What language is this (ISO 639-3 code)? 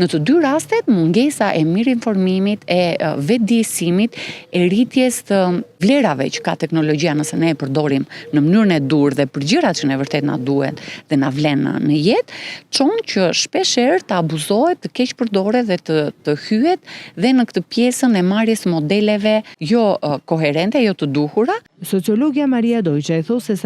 sqi